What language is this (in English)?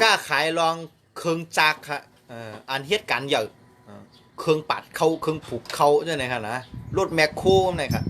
Shan